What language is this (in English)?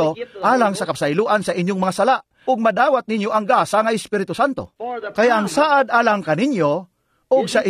Cebuano